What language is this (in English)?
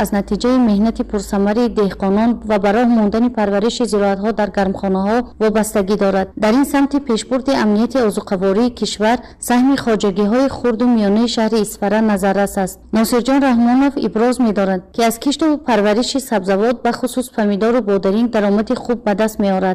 Tajik